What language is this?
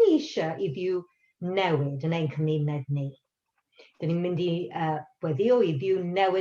Welsh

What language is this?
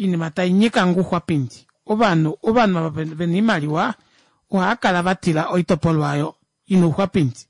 Kuanyama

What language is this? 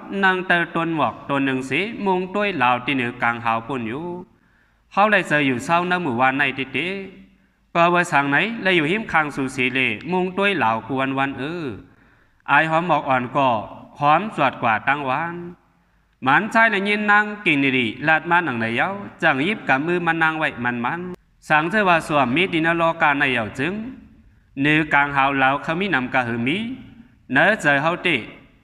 Shan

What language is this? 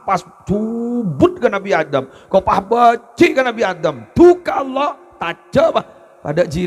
Madurese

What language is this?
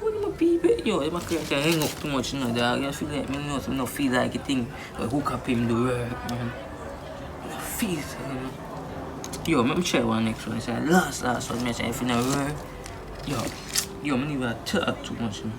Jamaican Creole English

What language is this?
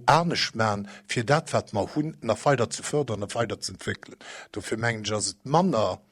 Luxembourgish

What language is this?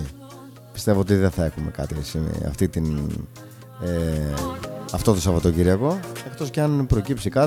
Greek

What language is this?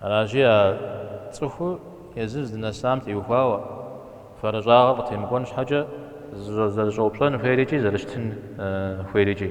Kabardian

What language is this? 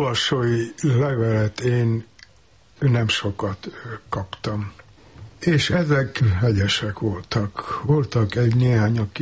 Hungarian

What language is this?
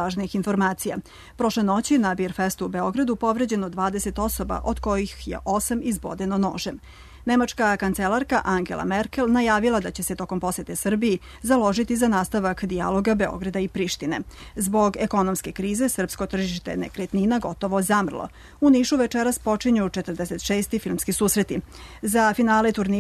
Serbian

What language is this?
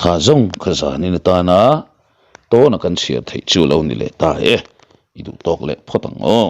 Mizo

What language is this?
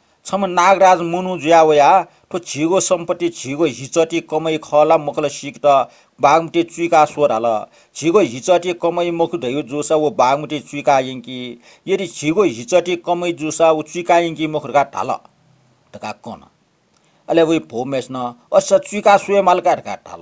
Newari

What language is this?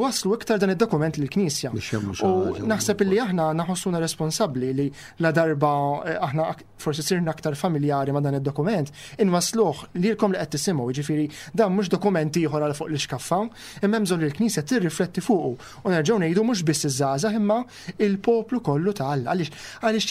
Maltese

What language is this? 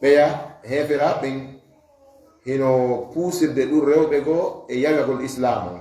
Fula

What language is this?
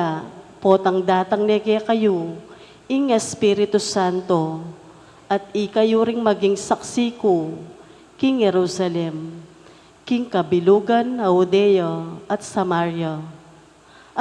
Pampanga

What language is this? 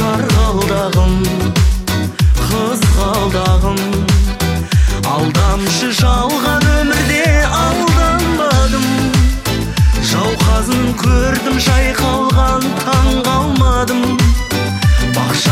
Kazakh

